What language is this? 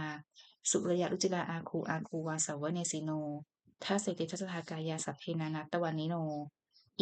Pali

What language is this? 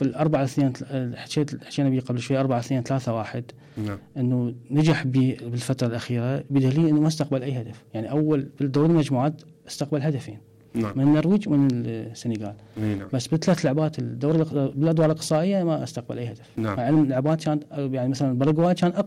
Mesopotamian Arabic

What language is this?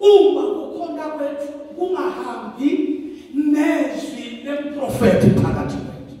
Zulu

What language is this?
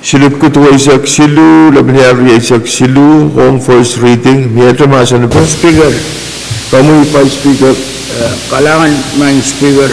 Pohnpeian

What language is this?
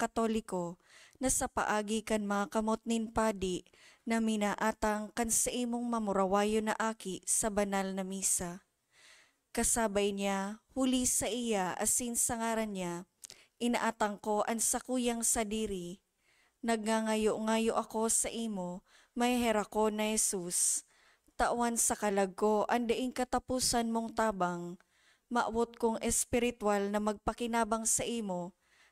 Bikol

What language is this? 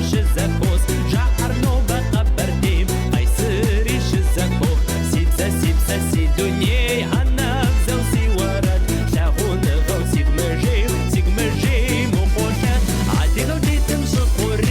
Kabardian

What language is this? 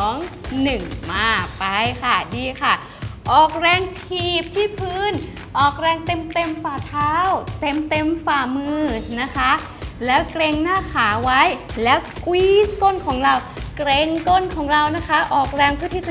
Thai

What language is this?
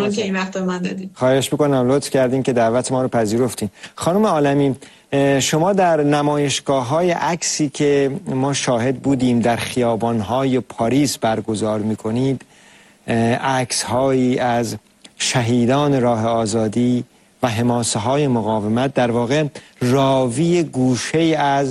Persian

